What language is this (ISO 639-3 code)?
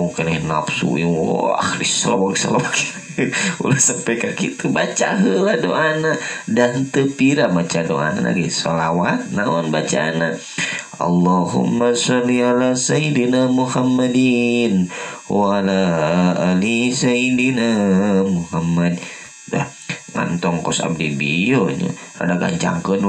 sun